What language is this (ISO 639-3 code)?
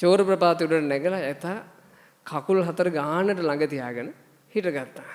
sin